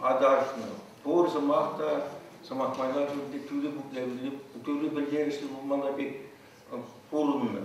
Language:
Chuvash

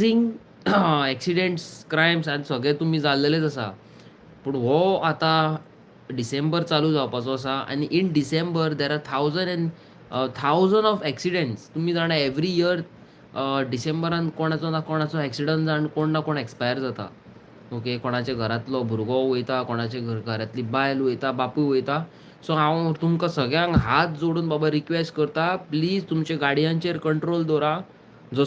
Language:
Konkani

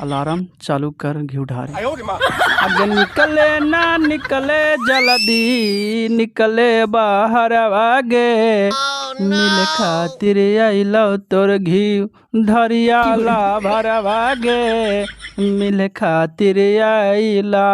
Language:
Magahi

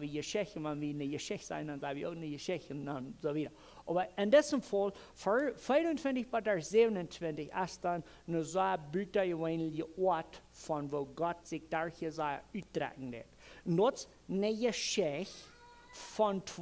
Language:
Plautdietsch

